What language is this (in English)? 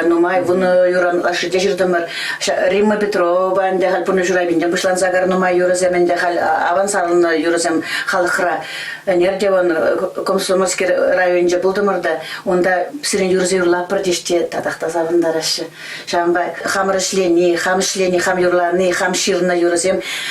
Chuvash